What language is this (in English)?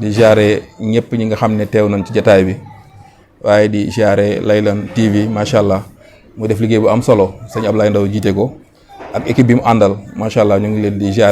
Wolof